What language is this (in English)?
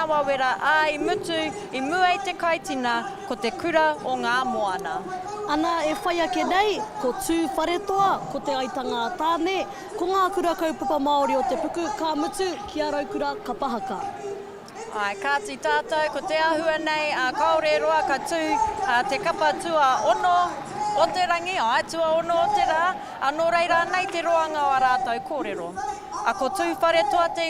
Māori